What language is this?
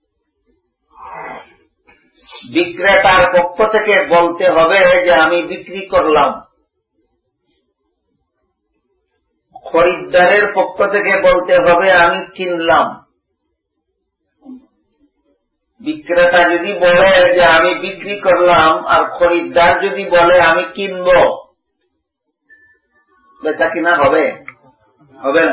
Bangla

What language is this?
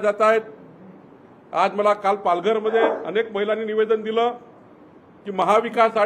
Marathi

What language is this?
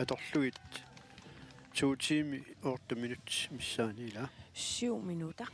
Kalaallisut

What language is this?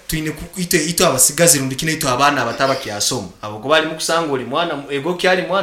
Nyankole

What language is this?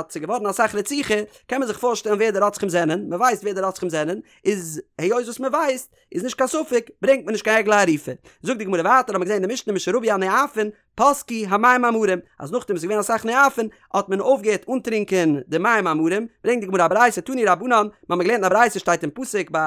Yiddish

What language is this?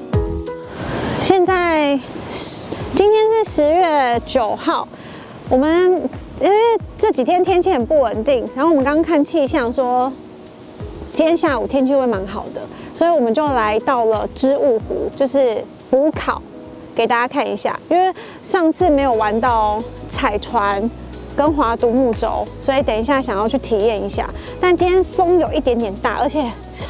Chinese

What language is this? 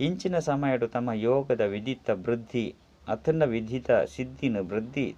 Tulu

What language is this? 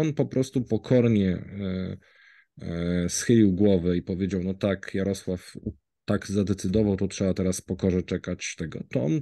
Polish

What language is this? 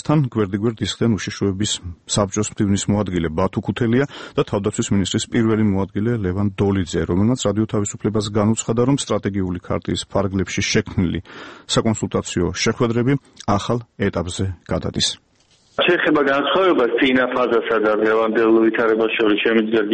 Georgian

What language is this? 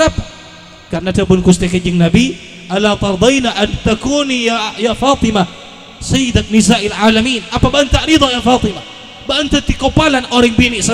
Madurese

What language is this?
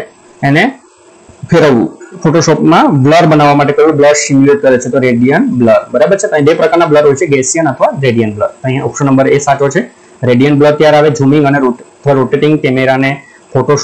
Gujarati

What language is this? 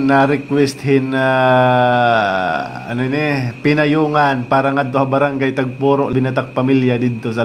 Waray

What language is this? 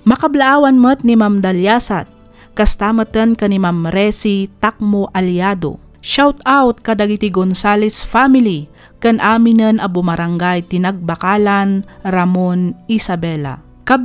Iloko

